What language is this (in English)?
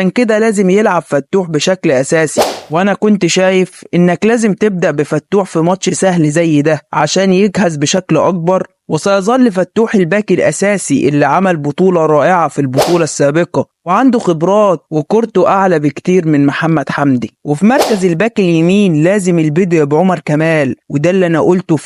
Egyptian Arabic